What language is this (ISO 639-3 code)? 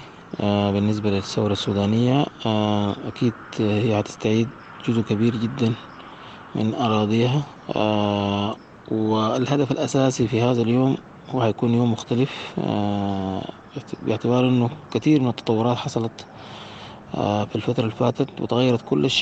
apd